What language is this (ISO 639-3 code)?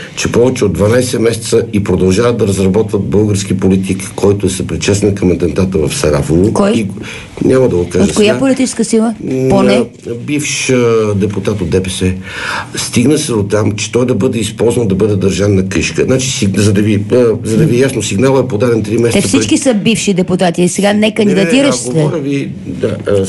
bul